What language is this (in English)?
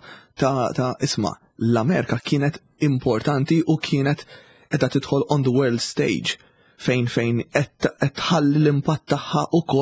Maltese